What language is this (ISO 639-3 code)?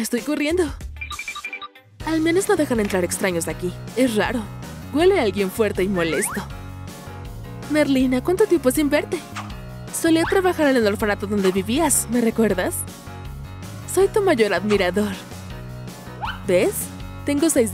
spa